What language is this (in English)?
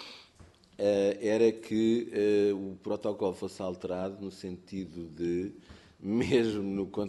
Portuguese